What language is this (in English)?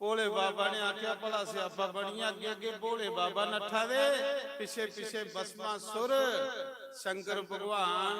Dogri